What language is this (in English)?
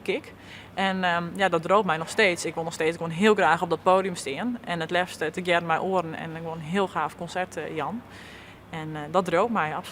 Western Frisian